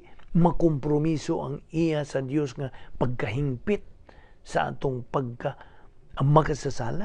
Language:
Cebuano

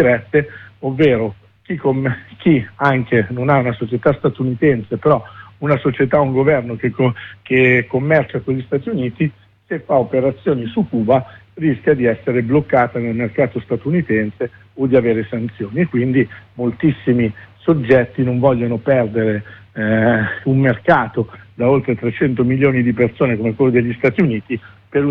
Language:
Italian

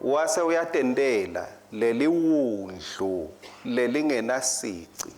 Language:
Swati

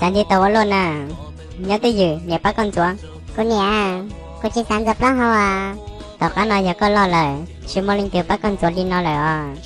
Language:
Hmong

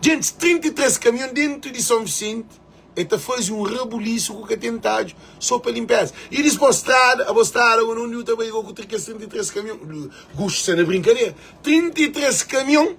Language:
Kabuverdianu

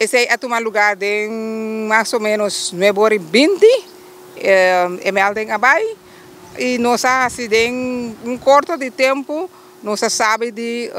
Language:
Papiamento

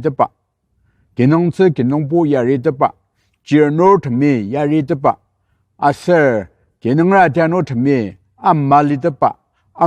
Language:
Ao Naga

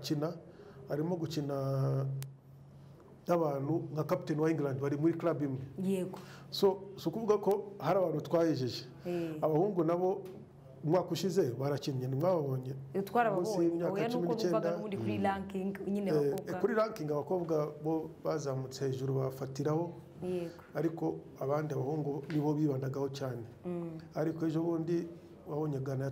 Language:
Kinyarwanda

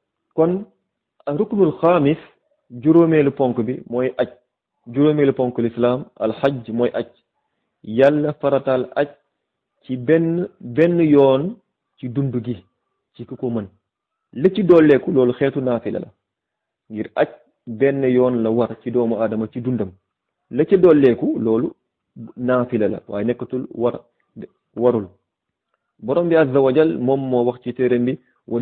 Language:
Wolof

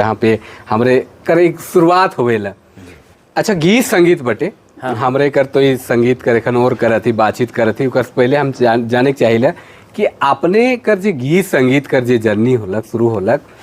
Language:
Sadri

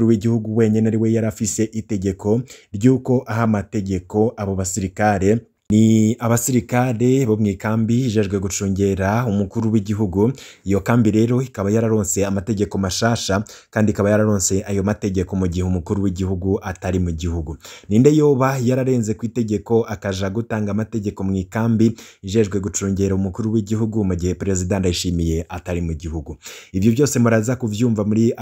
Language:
Rundi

